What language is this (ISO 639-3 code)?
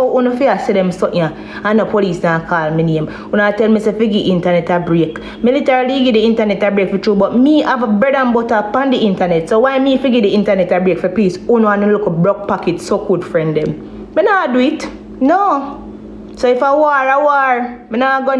jam